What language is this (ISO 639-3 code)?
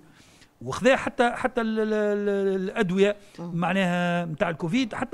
aeb